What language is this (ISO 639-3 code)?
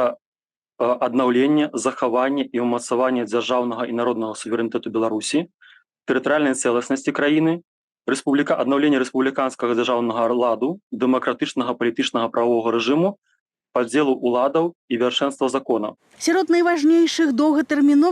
bel